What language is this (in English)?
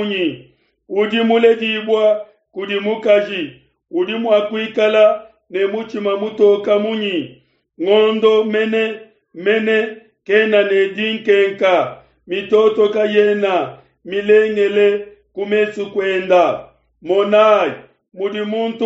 Luba-Lulua